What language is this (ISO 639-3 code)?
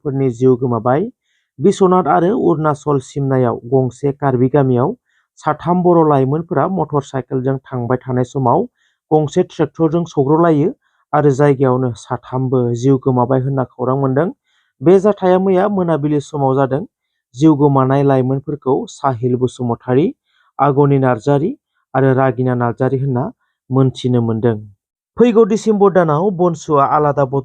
brx